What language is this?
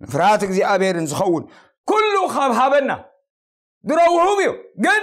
Tigrinya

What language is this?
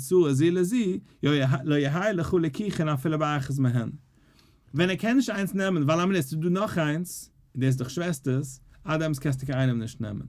Yiddish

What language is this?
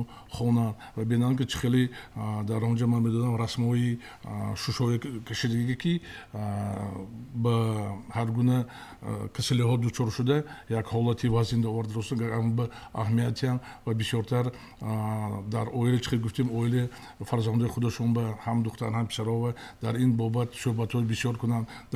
Tajik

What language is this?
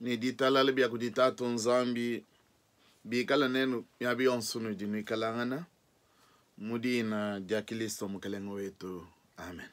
Luba-Lulua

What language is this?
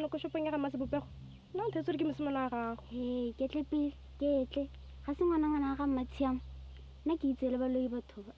Tswana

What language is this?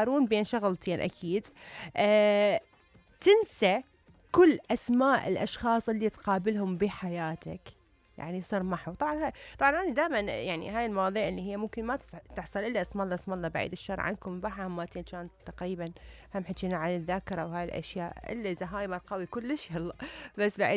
Mesopotamian Arabic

